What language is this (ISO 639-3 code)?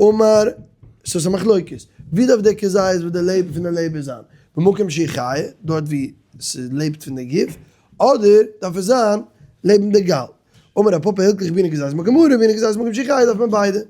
yid